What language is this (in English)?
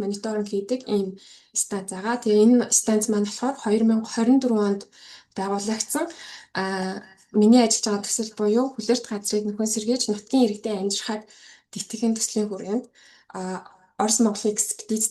Mongolian